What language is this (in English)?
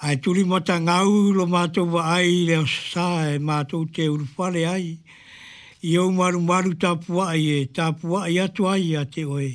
Samoan